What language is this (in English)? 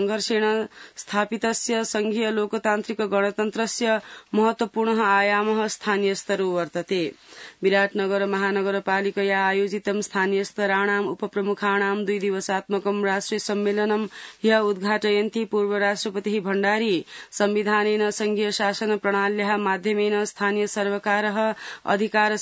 Sanskrit